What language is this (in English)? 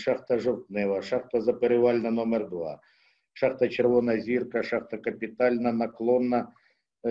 Ukrainian